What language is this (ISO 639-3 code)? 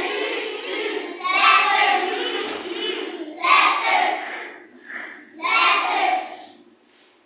pap